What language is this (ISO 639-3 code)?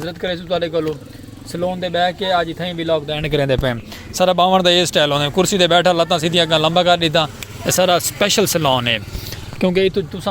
skr